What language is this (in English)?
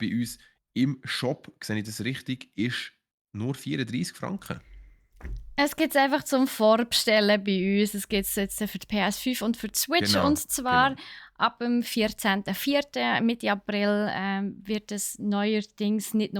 Swiss German